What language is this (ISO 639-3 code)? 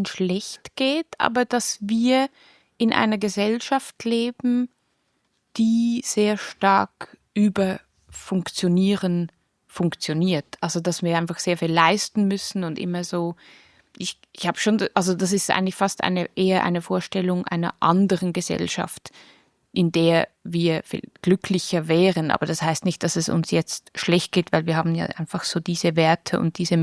gsw